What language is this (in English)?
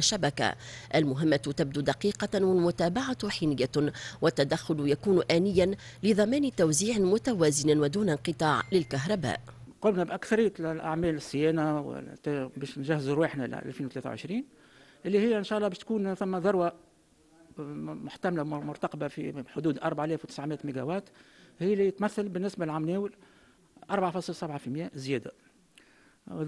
Tunisian Arabic